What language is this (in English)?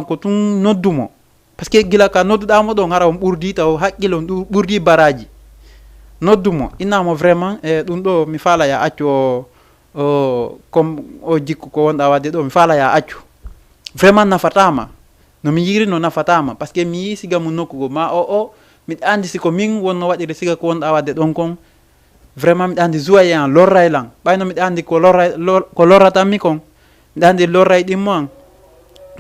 Fula